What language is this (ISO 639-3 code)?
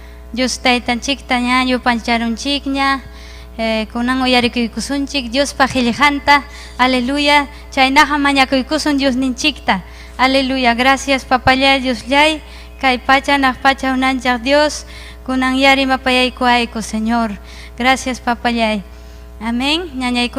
quy